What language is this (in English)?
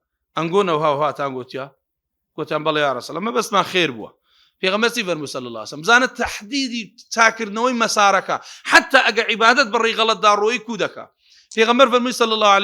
Central Kurdish